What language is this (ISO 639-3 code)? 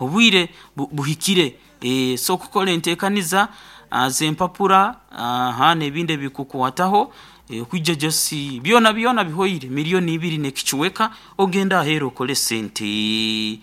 nyn